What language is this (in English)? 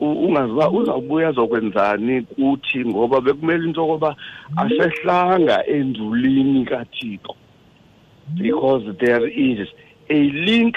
Xhosa